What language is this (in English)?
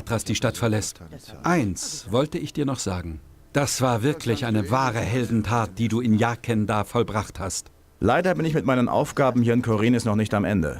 Bavarian